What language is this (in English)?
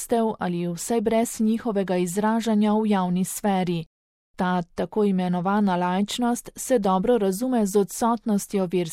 Slovenian